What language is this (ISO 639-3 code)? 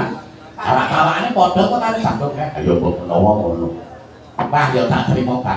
jav